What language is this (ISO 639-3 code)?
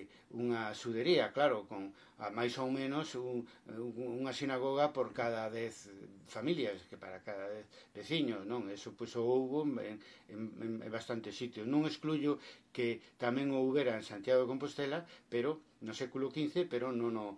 glg